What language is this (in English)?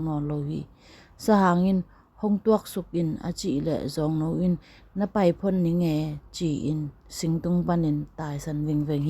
Tedim Chin